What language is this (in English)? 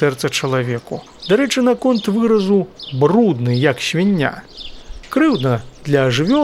Belarusian